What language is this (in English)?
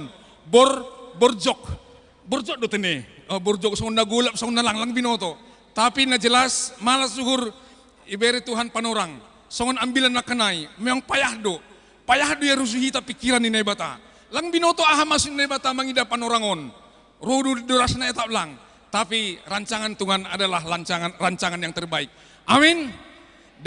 Batak Simalungun